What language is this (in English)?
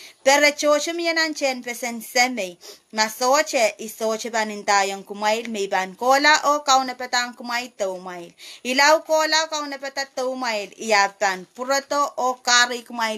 Pohnpeian